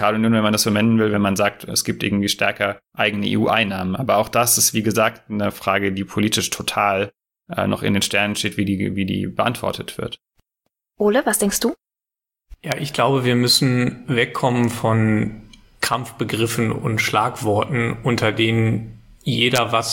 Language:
German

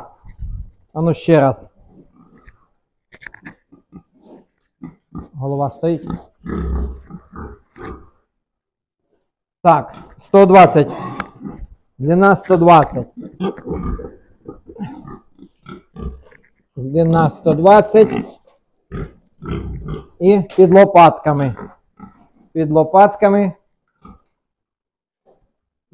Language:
Ukrainian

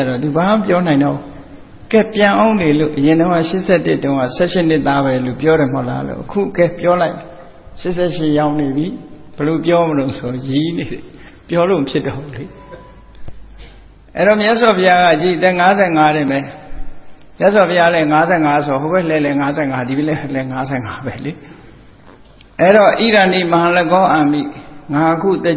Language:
Burmese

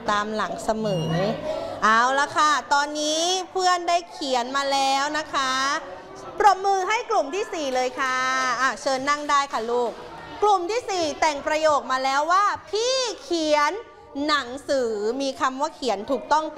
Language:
Thai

